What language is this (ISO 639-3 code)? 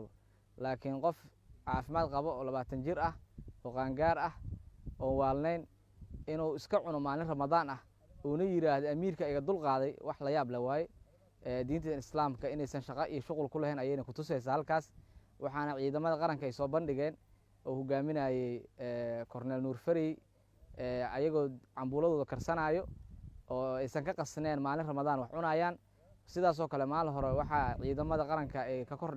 som